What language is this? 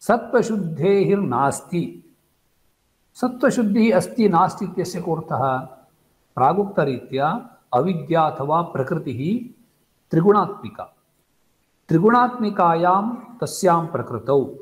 Sanskrit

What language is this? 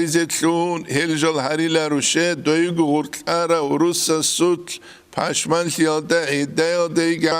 Avaric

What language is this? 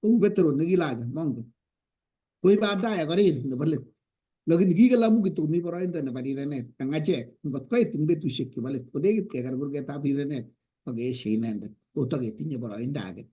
Kalenjin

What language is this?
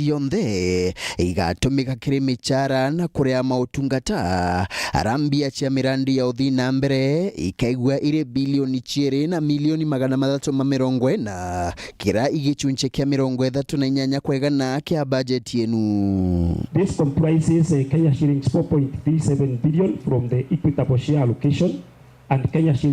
Meru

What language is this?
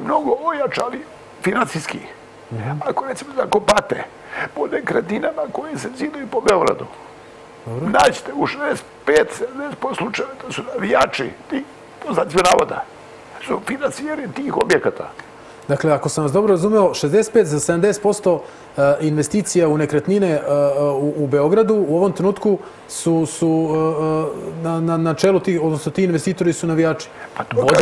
Serbian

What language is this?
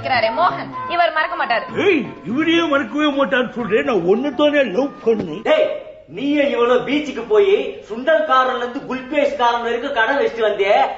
Tamil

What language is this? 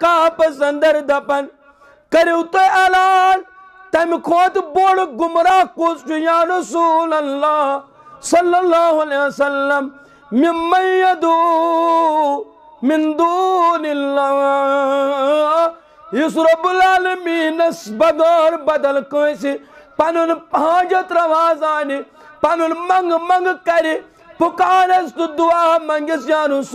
Kashmiri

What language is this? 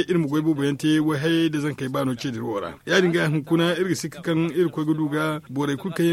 Zarma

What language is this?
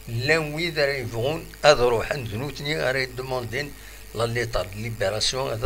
Kabyle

